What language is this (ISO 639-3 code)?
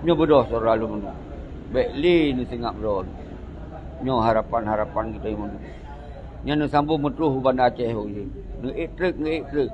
ace